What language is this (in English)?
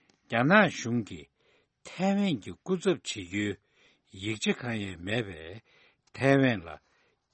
Tibetan